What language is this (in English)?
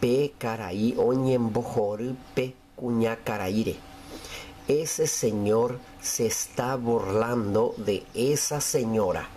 Guarani